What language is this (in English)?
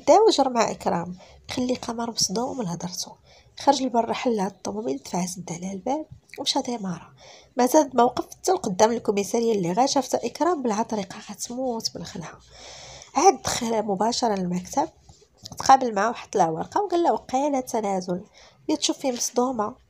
Moroccan Arabic